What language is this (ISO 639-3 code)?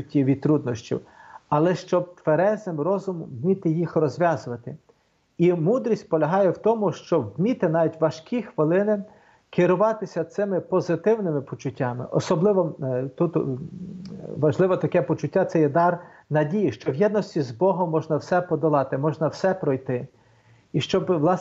ukr